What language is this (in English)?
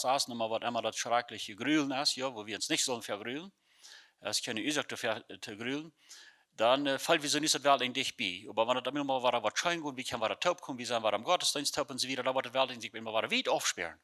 Plautdietsch